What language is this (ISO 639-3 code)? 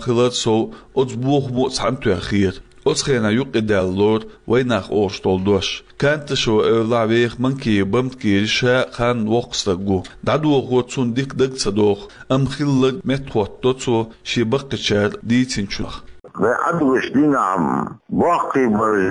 che